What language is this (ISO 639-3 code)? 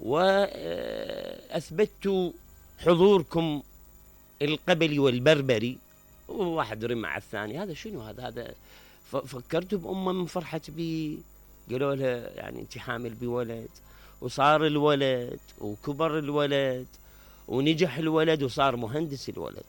acm